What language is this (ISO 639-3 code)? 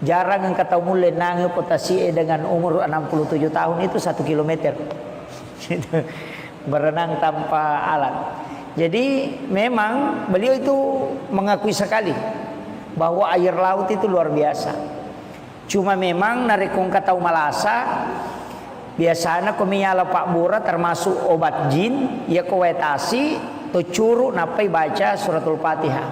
bug